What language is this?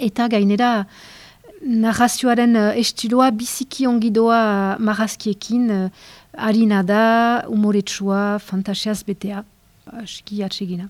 Basque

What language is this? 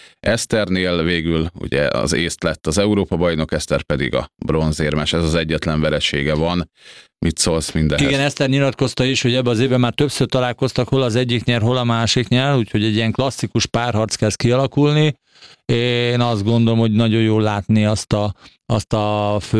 Hungarian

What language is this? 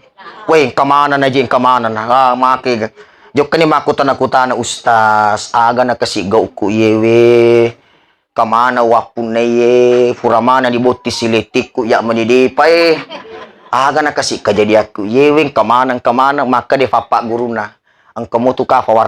Buginese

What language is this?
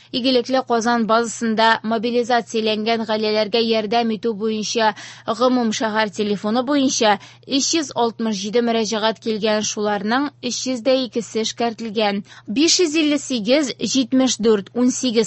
Tatar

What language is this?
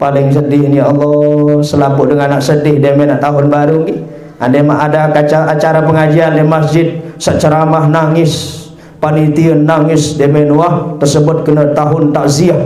Sasak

